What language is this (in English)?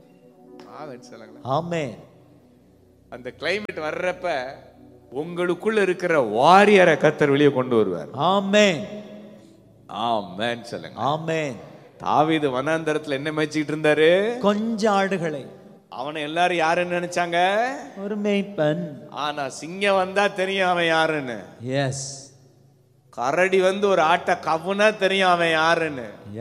Tamil